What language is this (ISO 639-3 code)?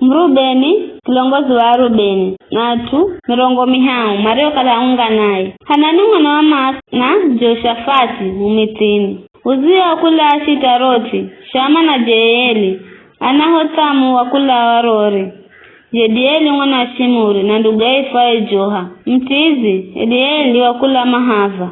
nyf